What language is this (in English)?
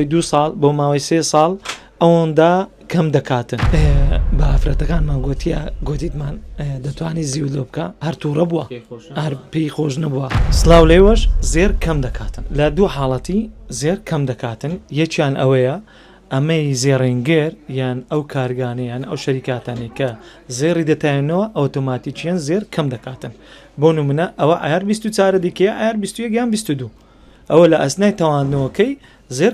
Central Kurdish